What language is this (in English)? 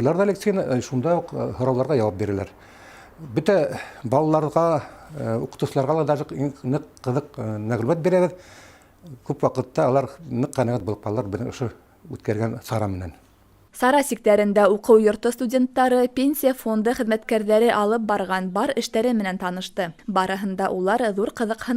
Bashkir